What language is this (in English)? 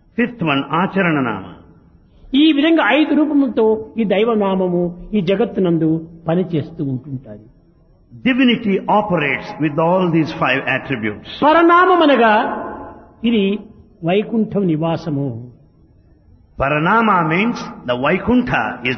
Telugu